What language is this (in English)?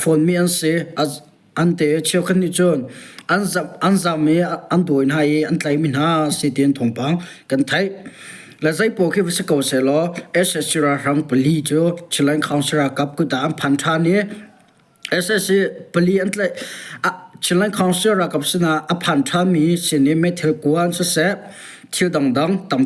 Hakha Chin